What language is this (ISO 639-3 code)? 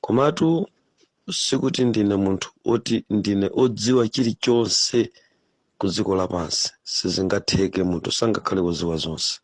nya